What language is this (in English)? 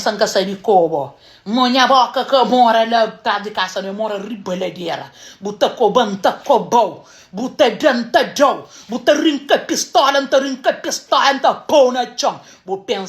Kabuverdianu